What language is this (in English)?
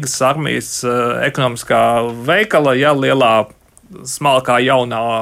Latvian